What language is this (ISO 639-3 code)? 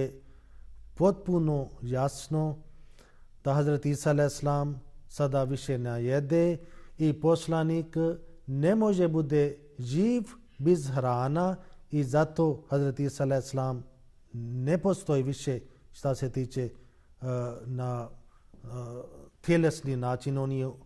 bos